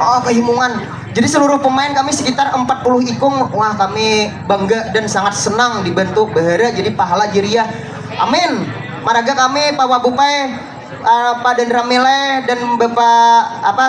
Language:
Banjar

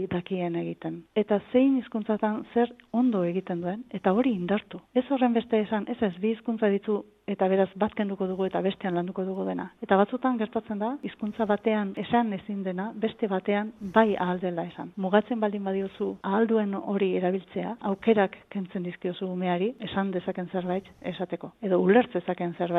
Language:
Basque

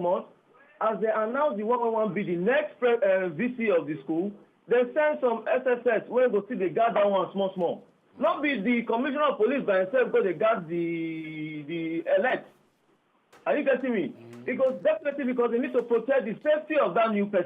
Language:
Nigerian Pidgin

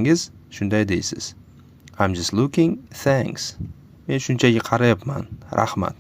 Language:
Uzbek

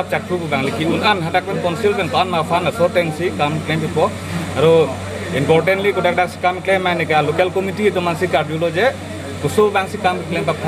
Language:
Karbi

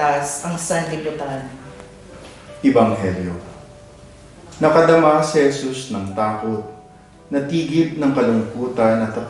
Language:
Filipino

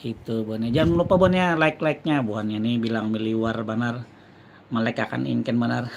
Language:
Banjar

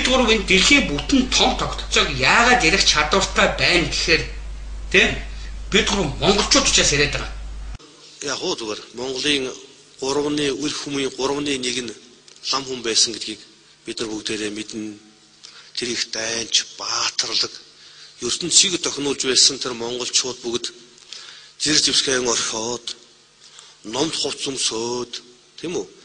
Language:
Mongolian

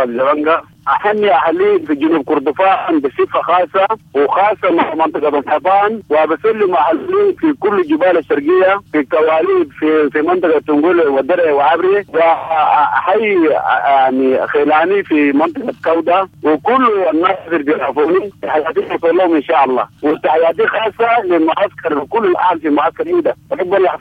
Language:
Sudanese Arabic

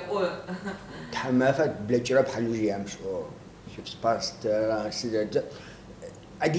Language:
Adyghe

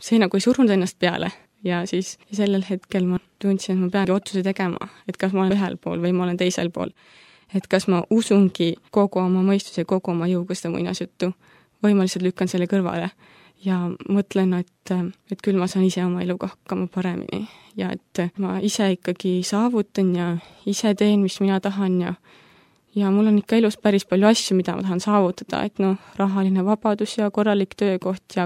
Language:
Estonian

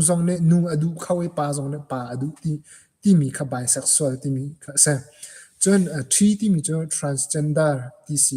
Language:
Hakha Chin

